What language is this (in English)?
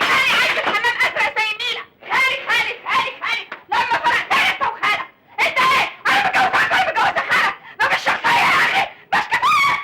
Egyptian Arabic